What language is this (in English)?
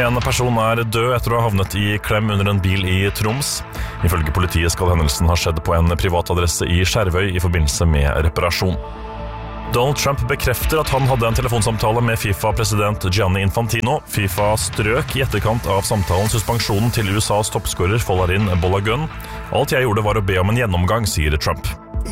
Norwegian